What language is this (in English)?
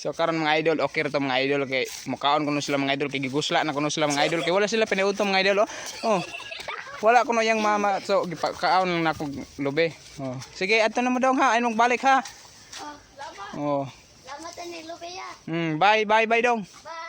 Cebuano